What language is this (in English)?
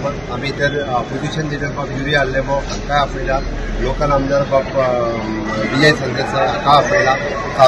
Konkani